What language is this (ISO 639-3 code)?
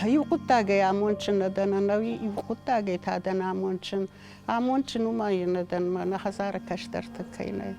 oss